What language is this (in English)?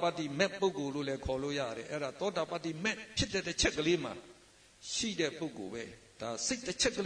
Burmese